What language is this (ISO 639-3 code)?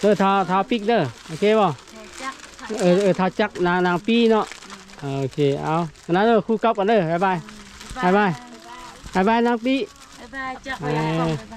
lao